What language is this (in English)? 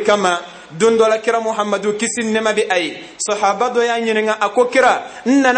Bambara